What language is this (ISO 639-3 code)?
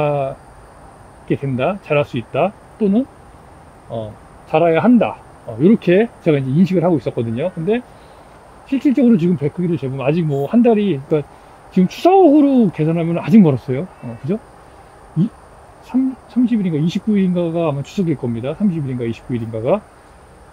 kor